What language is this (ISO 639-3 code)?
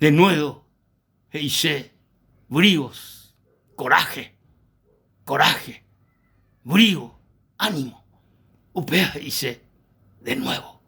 grn